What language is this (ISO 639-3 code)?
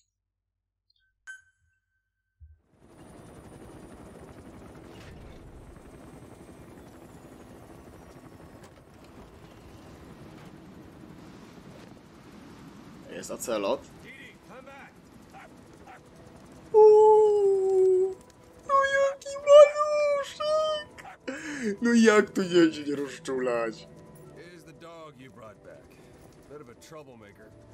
pol